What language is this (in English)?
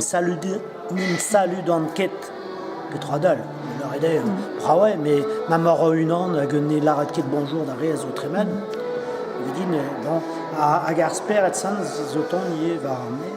Breton